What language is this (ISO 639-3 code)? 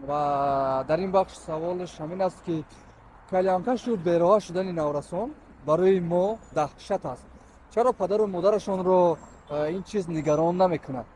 tgk